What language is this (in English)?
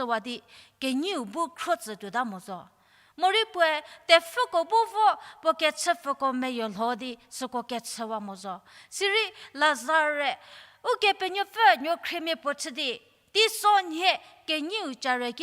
Angami Naga